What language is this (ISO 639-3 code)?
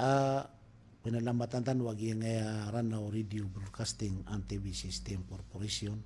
mrw